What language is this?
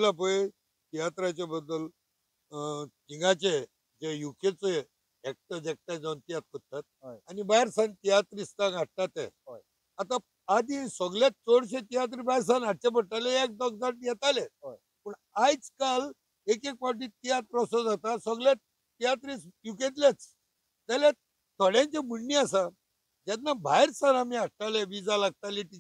Konkani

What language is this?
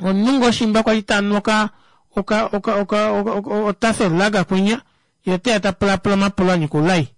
Kuanyama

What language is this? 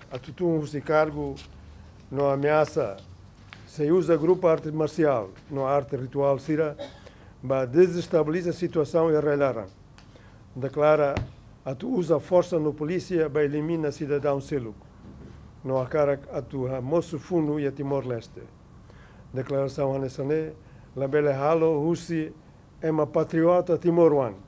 Tetum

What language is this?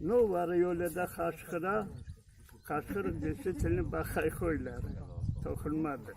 Crimean Tatar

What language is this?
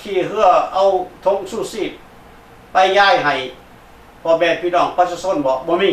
Lao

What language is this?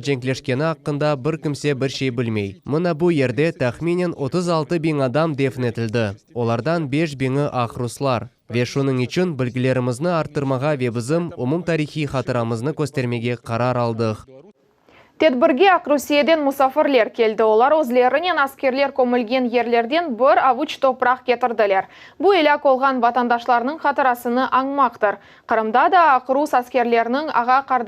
Crimean Tatar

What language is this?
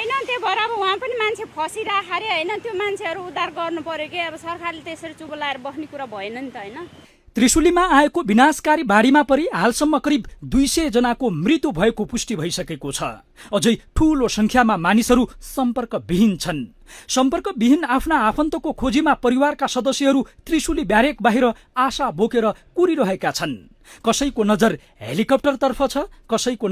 Nepali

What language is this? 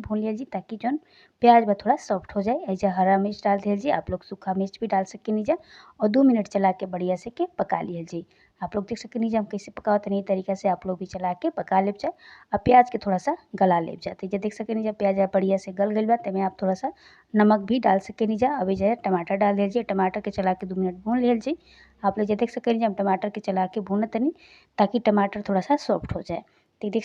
Bhojpuri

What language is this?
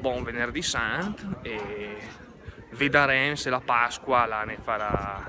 Lombard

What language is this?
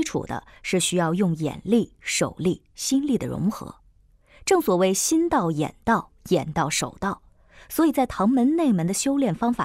Chinese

